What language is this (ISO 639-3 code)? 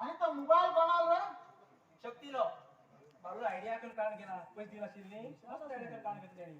kok